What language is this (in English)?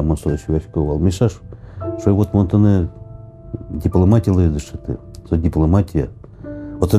Udmurt